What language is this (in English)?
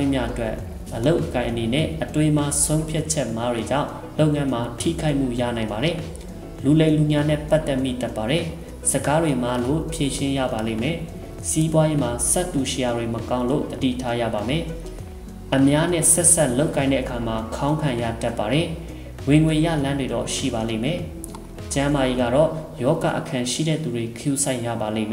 Burmese